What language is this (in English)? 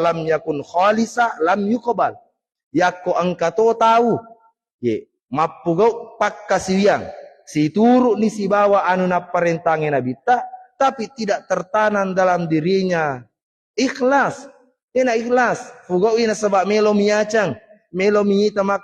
Buginese